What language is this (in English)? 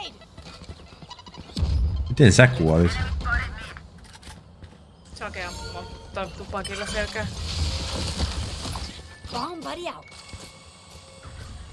Finnish